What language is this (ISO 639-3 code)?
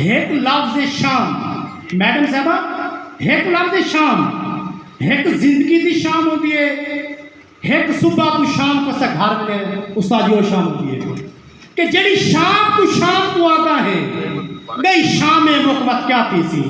skr